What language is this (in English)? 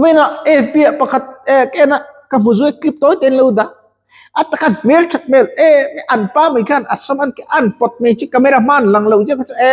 Mizo